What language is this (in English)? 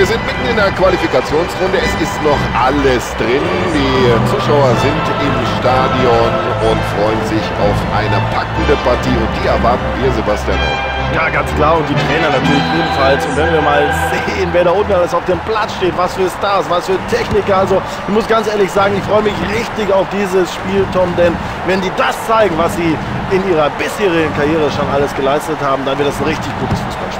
Bavarian